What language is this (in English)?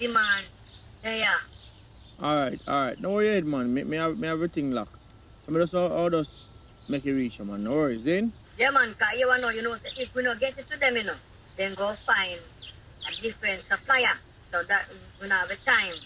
Jamaican Creole English